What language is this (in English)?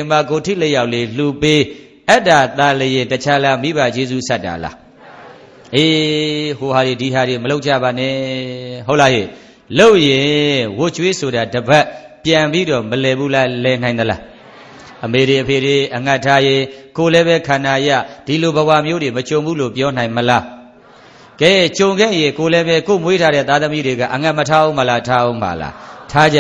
Burmese